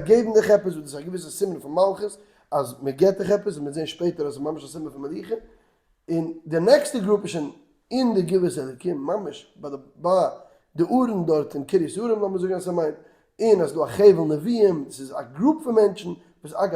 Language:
Yiddish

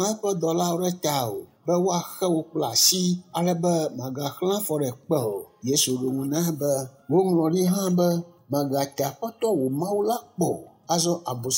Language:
Ewe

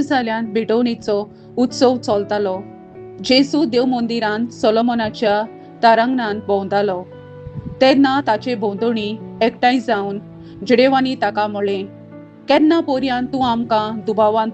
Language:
Konkani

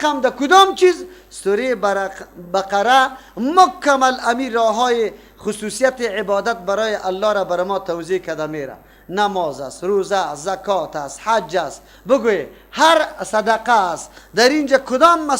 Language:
Persian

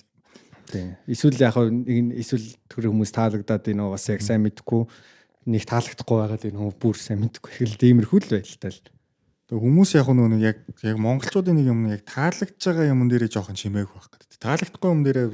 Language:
Mongolian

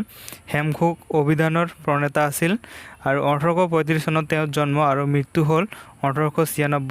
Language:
Assamese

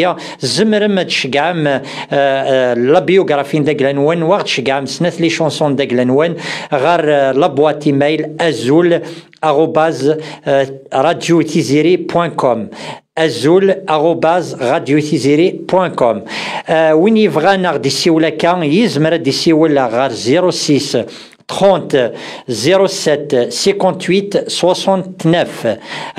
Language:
Kabyle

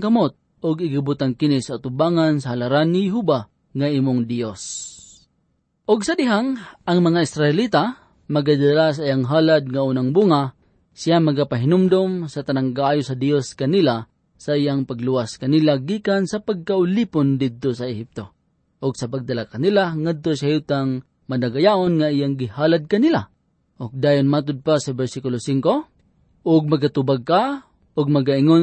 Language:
Cebuano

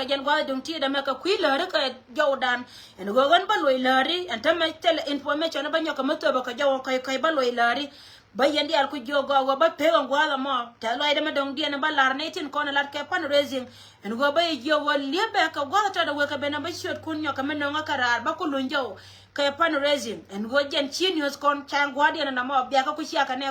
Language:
Nuer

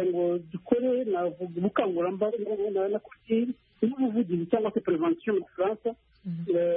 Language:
Kinyarwanda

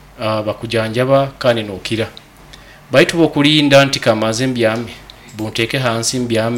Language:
Nyoro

